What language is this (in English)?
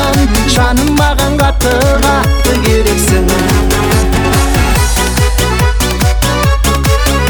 Kazakh